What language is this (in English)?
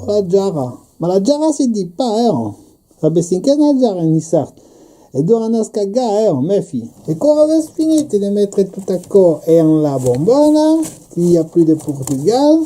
Occitan